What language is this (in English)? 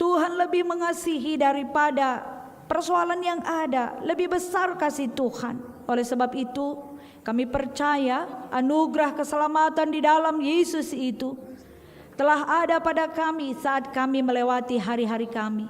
Batak Karo